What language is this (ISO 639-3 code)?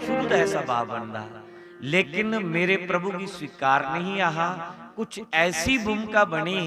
doi